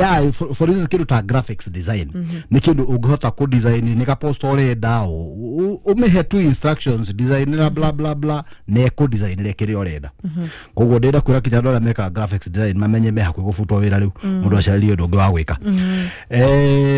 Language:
Kikuyu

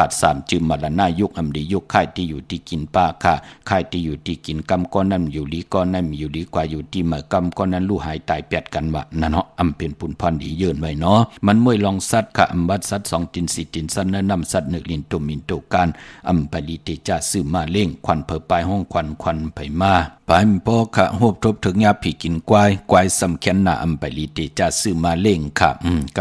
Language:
Shan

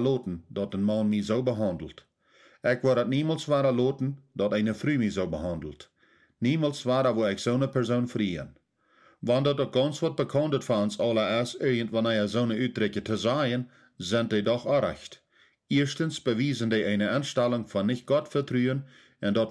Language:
Plautdietsch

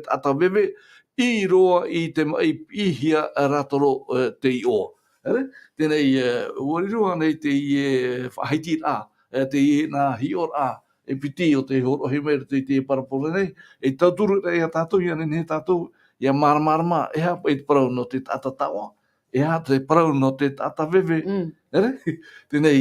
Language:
Tahitian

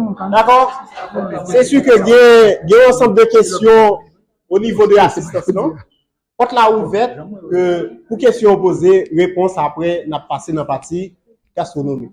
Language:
Haitian Creole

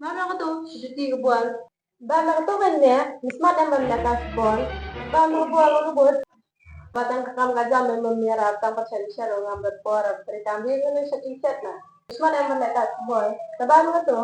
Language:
Khasi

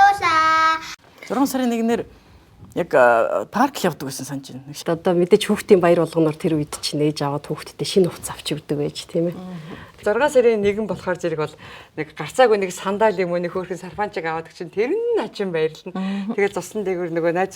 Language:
Mongolian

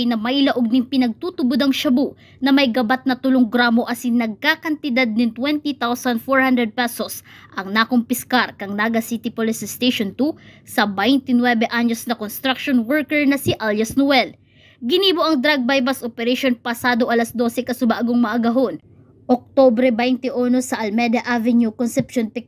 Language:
Bikol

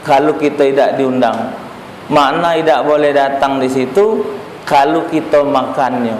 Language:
Musi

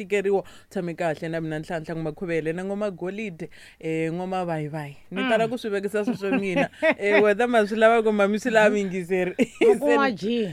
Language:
Tsonga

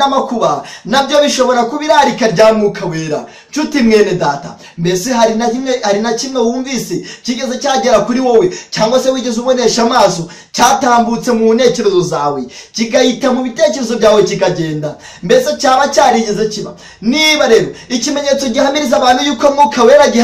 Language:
Kinyarwanda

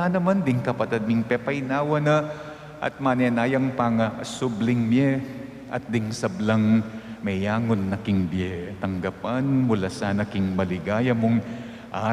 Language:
Pampanga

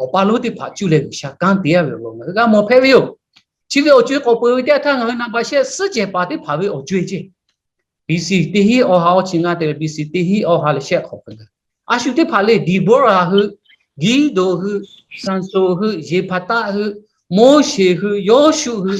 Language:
Lahu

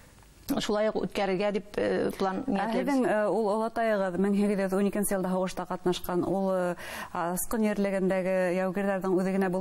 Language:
Bashkir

